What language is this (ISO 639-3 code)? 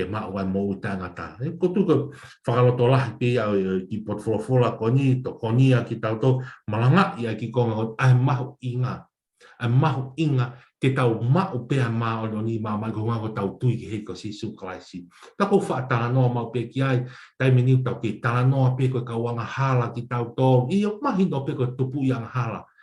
ton